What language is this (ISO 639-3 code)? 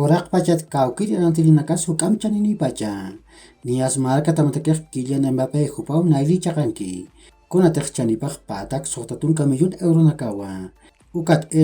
aym